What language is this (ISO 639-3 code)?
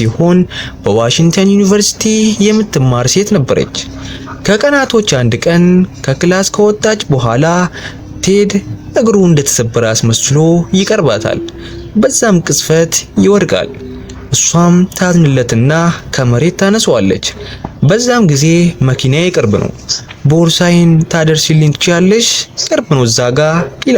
amh